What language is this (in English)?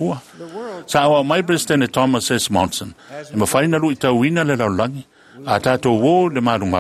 Samoan